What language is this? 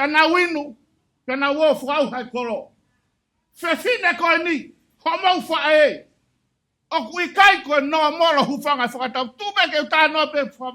Tongan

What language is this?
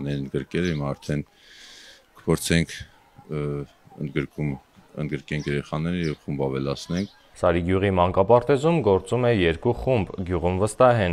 Armenian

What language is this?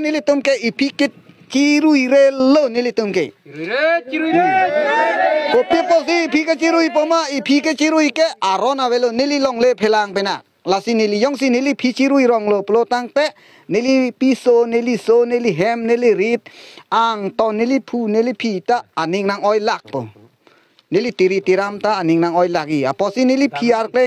Karbi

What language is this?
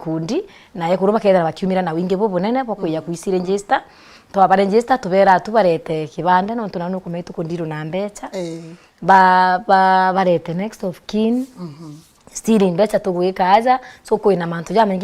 Meru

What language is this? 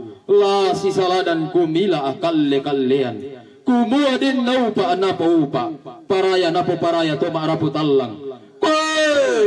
Toraja-Sa'dan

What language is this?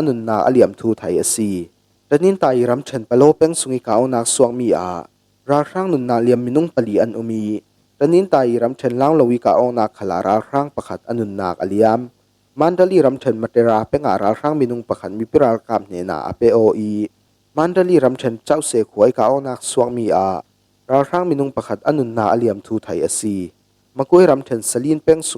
Falam Chin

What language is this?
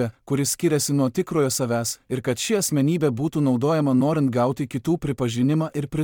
Lithuanian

